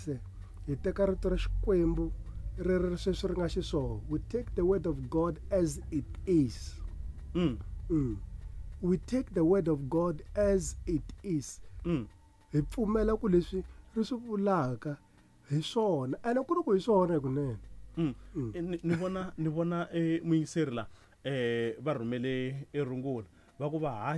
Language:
Tsonga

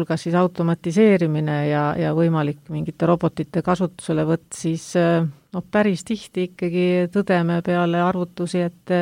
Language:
Estonian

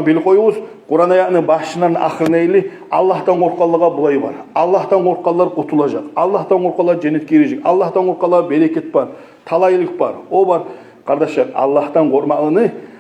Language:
Kumyk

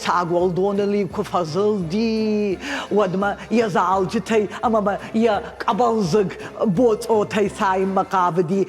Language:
Ossetic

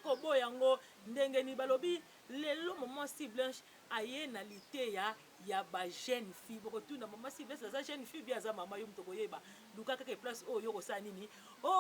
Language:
Lingala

